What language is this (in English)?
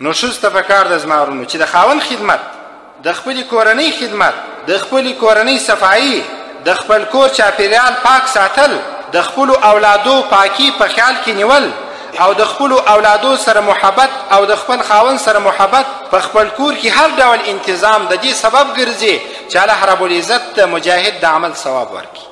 Pashto